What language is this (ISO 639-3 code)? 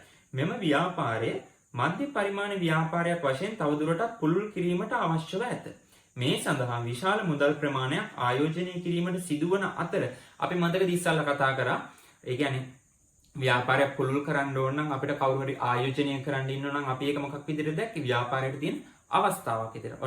sin